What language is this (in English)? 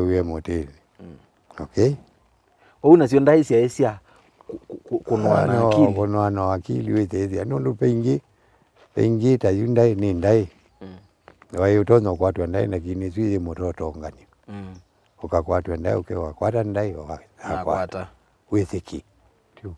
Kamba